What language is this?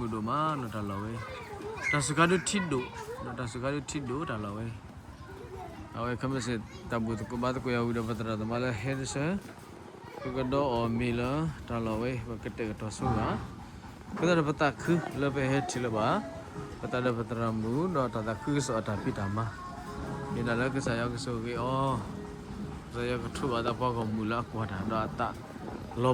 S'gaw Karen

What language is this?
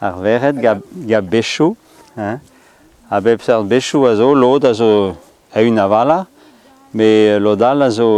Breton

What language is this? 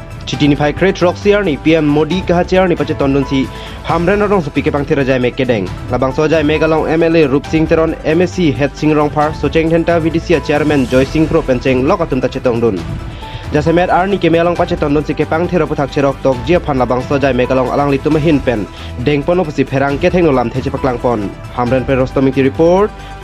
Karbi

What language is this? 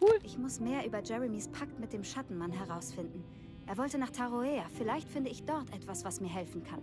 Bavarian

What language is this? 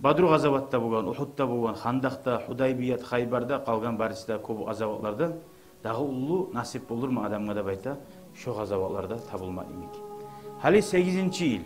Kumyk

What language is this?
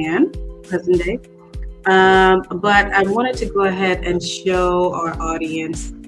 Acoli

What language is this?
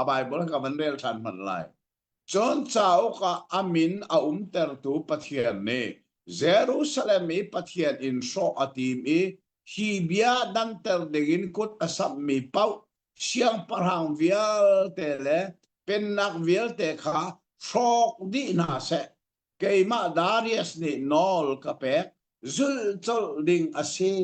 Hakha Chin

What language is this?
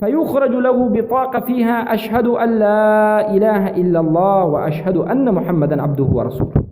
Persian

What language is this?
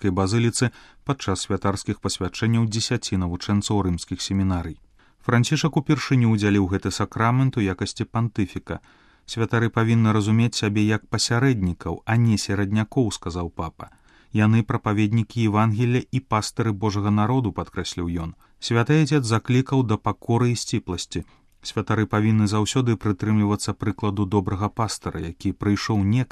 Belarusian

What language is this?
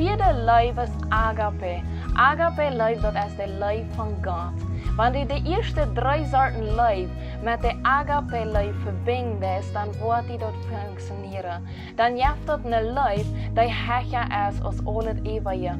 Plautdietsch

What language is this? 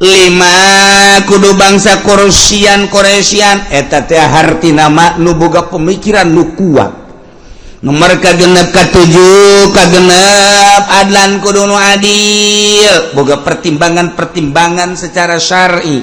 Sundanese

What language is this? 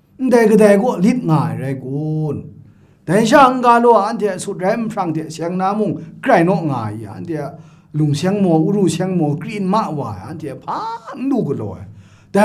Kachin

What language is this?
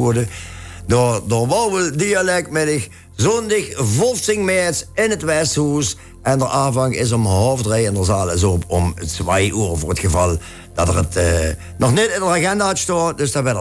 Limburgish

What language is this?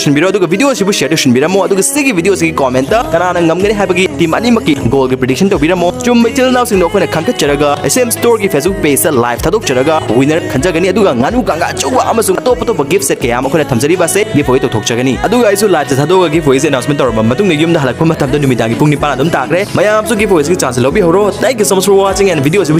Manipuri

